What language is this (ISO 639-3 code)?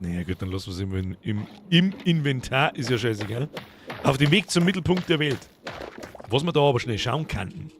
bar